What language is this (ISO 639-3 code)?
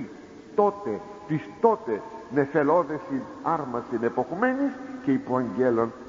ell